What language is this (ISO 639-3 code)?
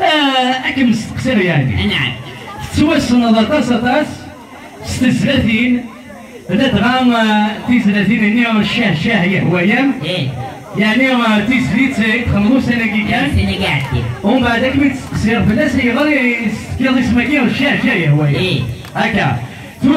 kab